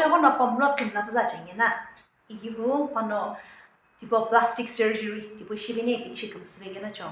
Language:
Sumi Naga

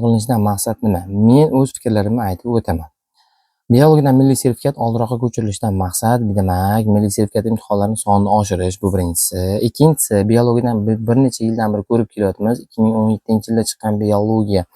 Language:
Uzbek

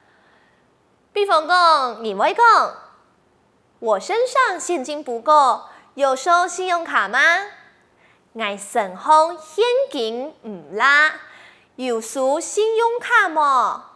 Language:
Hakka Chinese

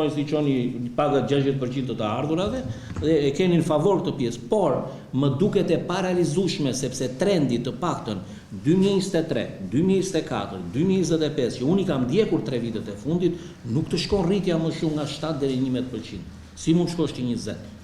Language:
Albanian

